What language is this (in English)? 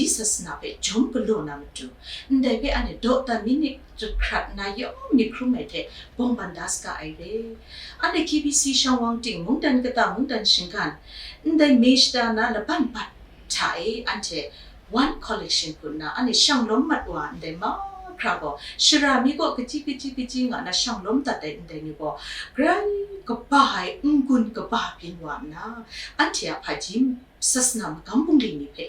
Kachin